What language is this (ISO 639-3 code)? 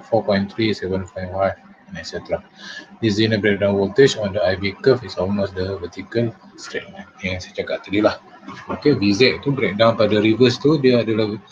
msa